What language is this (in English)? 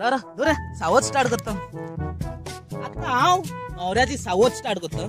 Konkani